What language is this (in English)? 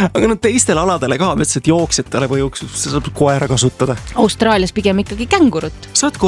Estonian